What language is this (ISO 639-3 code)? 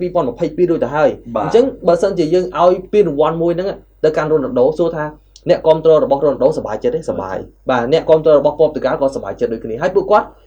khm